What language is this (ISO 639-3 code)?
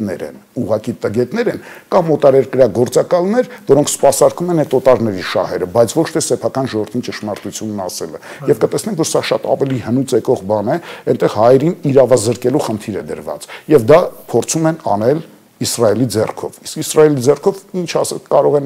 hye